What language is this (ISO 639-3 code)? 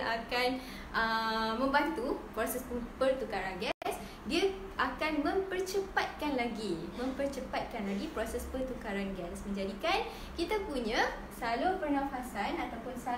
msa